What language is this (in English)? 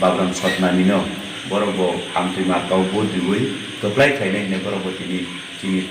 Kok Borok